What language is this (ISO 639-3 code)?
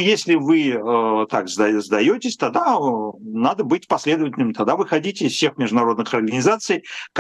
rus